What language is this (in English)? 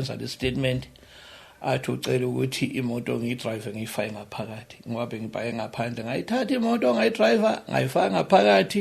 Zulu